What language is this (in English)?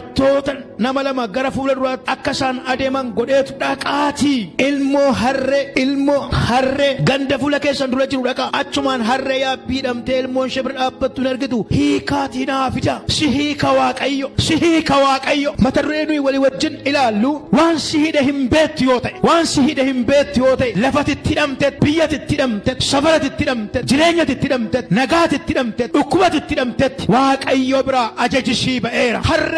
Oromo